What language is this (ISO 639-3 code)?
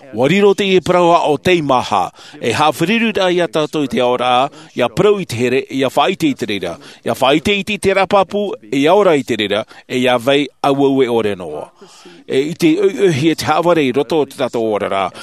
tah